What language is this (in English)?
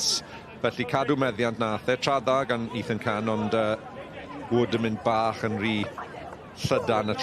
Welsh